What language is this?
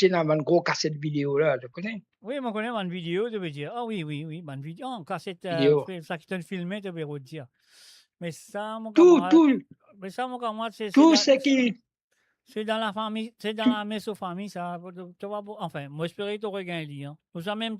Morisyen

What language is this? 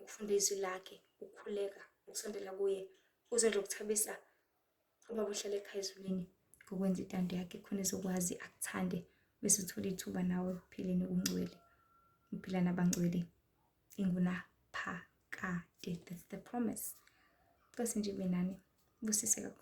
Zulu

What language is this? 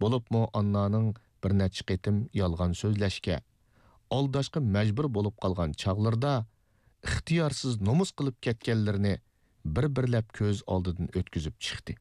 Uyghur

